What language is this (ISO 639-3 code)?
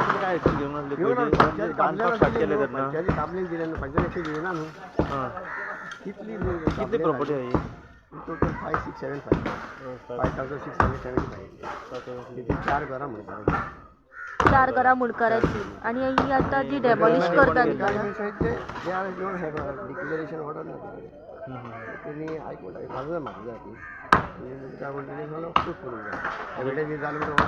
kok